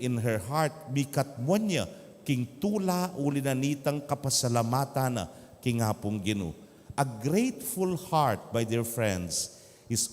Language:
Pampanga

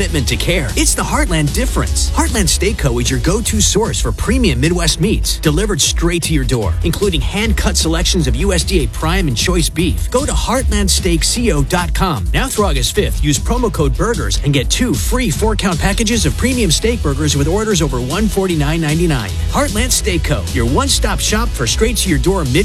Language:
English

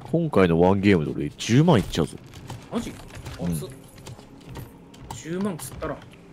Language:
Japanese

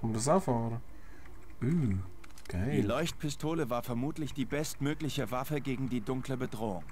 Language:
Swiss German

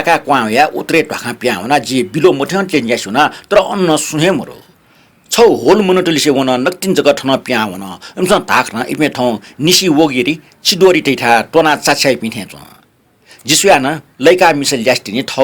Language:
Newari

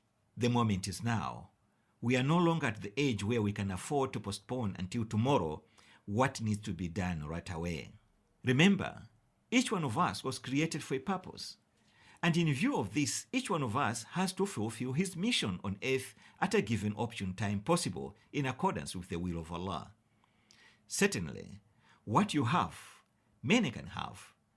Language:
English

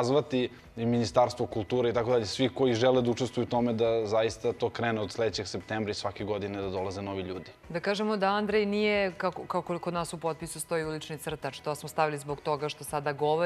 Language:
Serbian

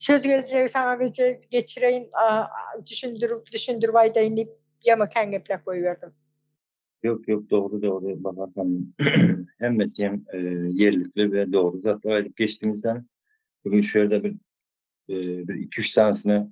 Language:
Turkmen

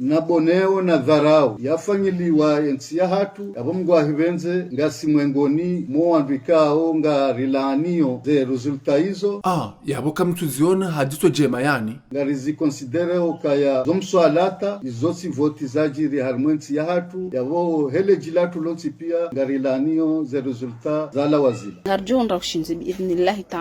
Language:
Ngazidja Comorian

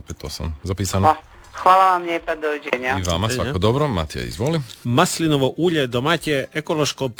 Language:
Croatian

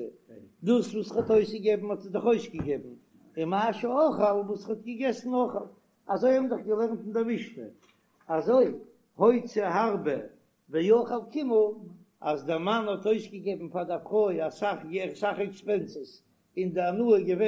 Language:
Yiddish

